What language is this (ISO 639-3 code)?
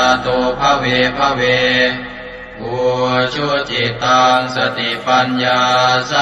pli